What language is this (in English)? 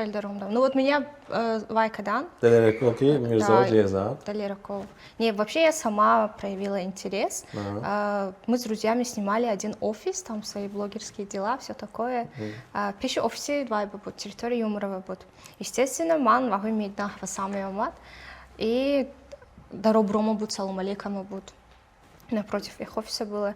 Tajik